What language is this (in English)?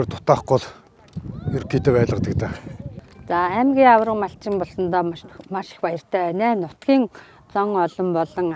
Mongolian